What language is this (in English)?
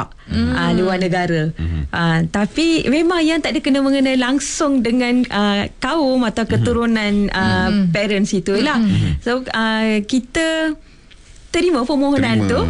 Malay